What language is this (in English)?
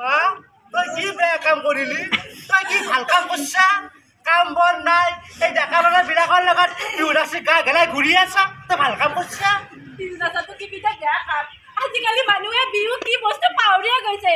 Assamese